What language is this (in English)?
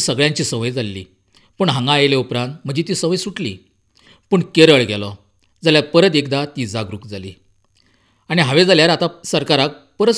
Konkani